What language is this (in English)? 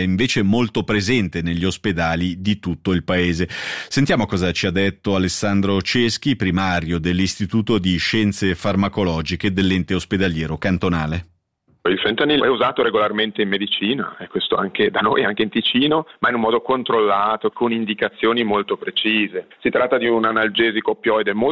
Italian